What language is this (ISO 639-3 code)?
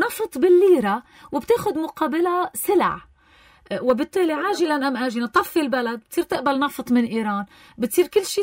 apc